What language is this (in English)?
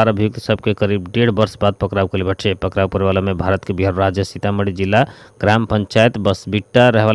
Bhojpuri